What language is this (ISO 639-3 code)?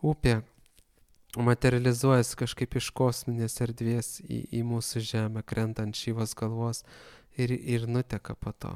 lit